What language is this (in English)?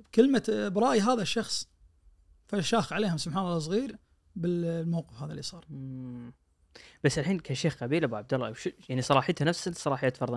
Najdi Arabic